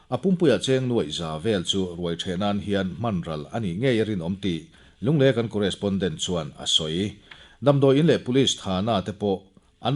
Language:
Mizo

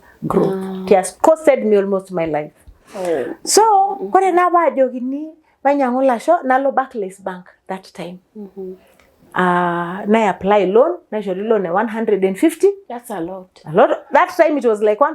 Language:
Masai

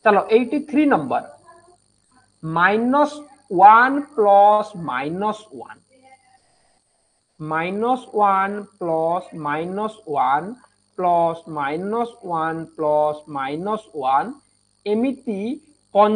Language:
Odia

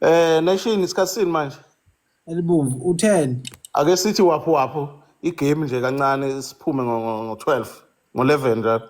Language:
Zulu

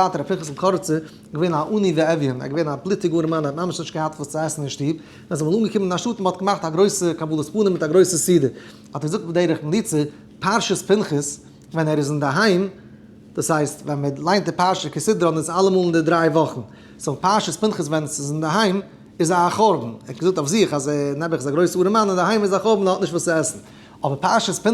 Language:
Yiddish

